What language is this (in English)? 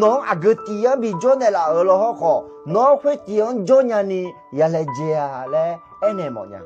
Akha